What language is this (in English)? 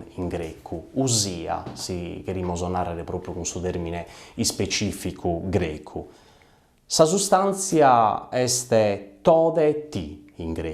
Sardinian